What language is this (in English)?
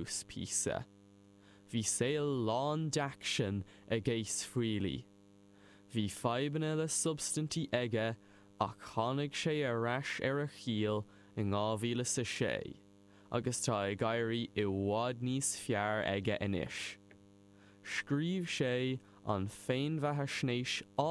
Irish